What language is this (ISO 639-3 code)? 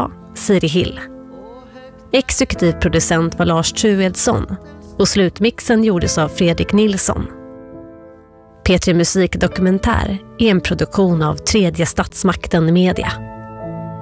swe